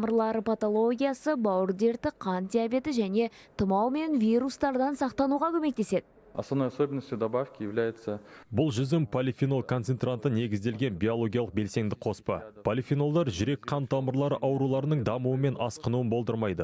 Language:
Kazakh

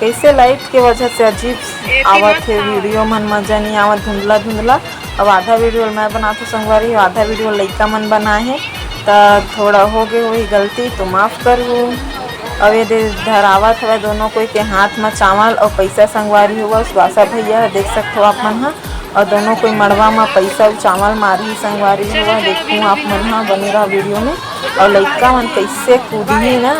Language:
Chhattisgarhi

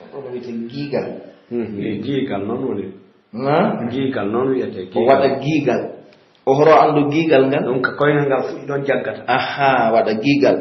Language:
Pular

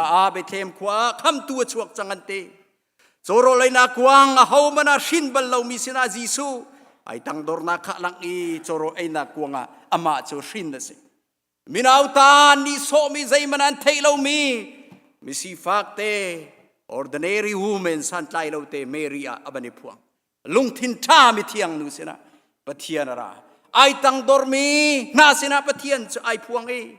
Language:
Hakha Chin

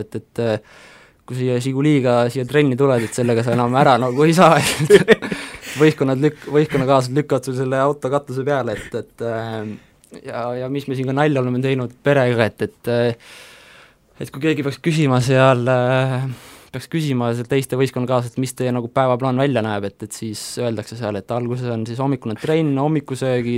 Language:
Estonian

